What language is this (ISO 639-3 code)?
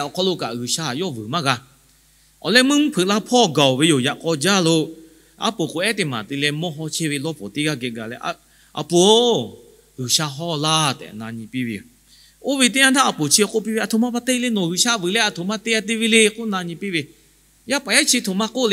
lhu